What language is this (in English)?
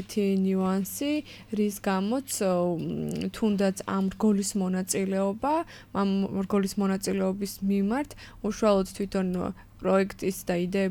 Georgian